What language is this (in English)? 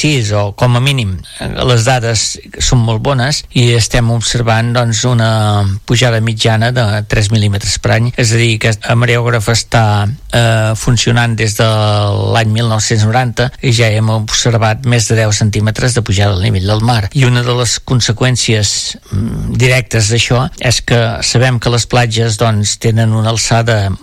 Catalan